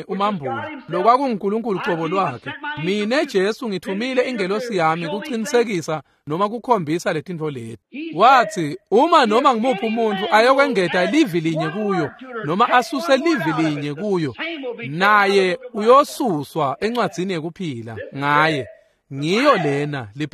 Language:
Swati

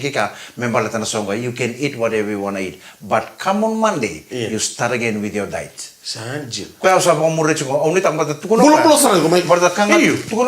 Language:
Fijian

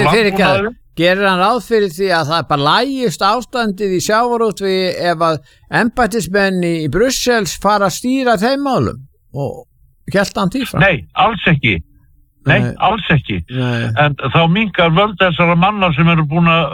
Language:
Icelandic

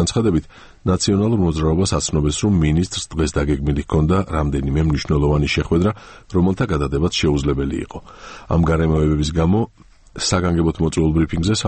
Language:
Georgian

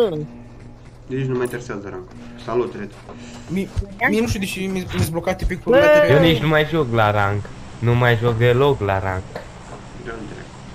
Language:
Romanian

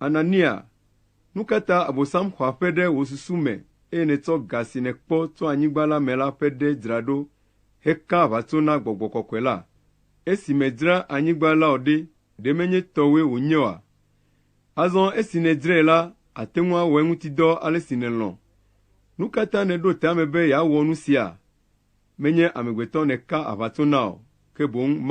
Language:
Ewe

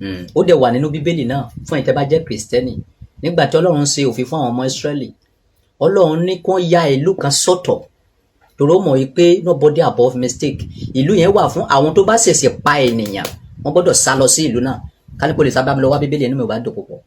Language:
Yoruba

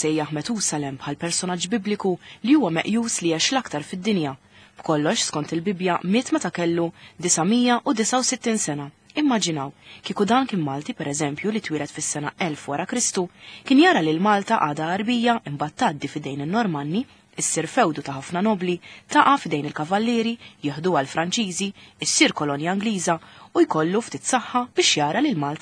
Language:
Maltese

